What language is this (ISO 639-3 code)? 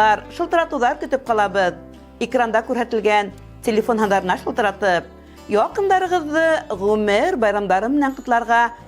bak